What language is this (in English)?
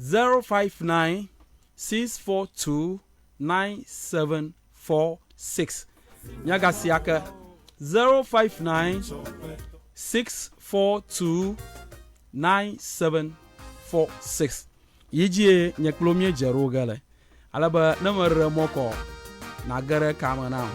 Ewe